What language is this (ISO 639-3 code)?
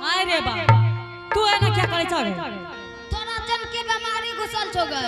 anp